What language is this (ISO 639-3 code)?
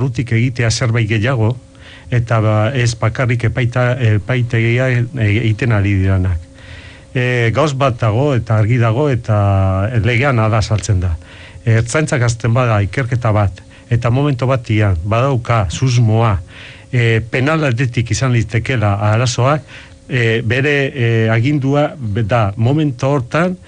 eus